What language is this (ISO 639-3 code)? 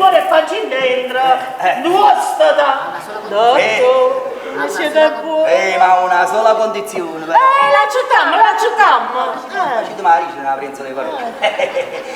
nap